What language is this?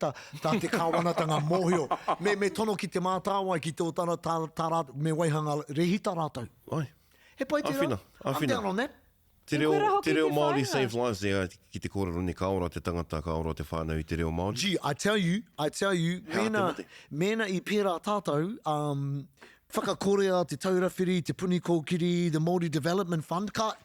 Māori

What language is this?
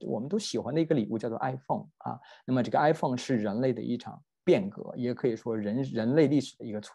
Chinese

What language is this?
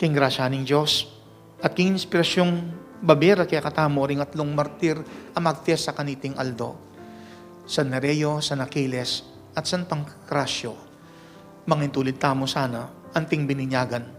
Pampanga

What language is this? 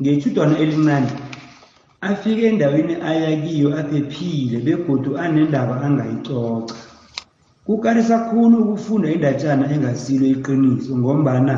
South Ndebele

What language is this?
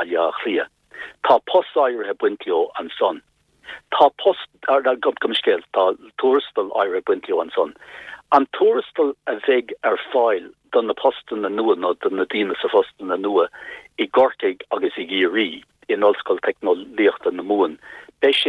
Irish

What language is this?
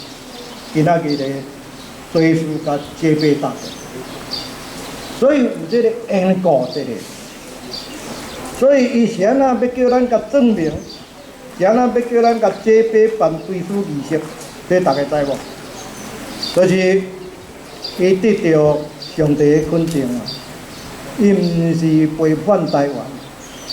Min Nan Chinese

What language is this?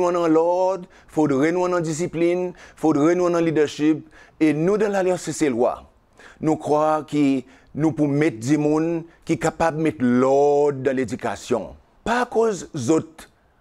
Seselwa Creole French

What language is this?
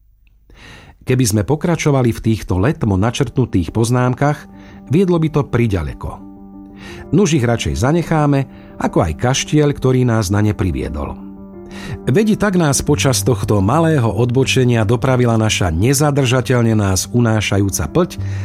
Slovak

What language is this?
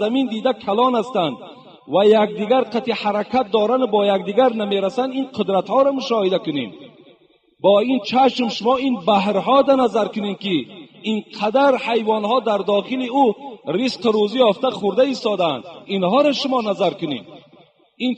Tajik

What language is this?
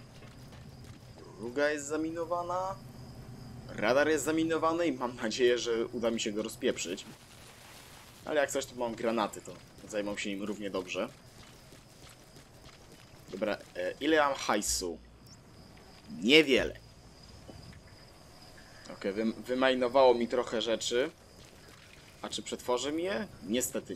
Polish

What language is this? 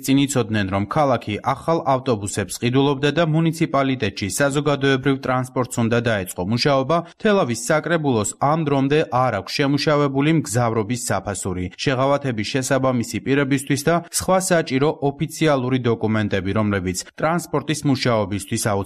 Georgian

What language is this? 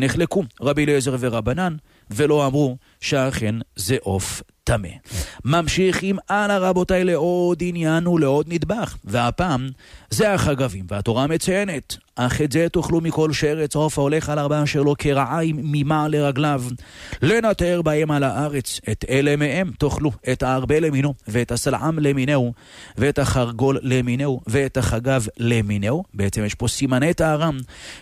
Hebrew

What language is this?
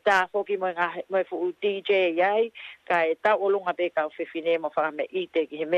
Tongan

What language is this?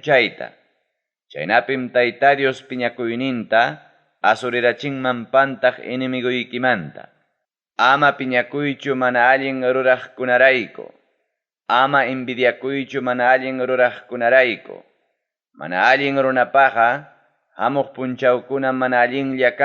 Ayacucho Quechua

